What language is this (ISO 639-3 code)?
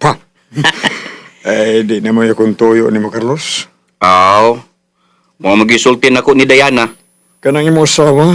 ceb